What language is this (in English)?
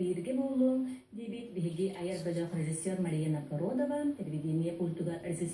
Yakut